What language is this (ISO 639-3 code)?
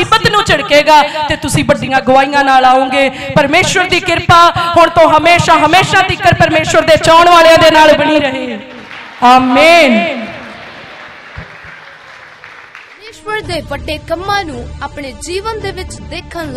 pan